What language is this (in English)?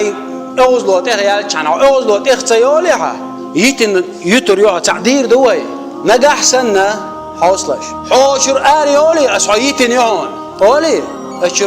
Chechen